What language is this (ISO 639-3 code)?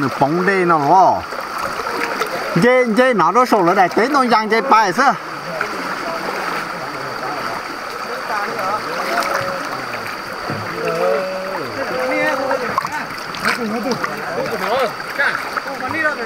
vie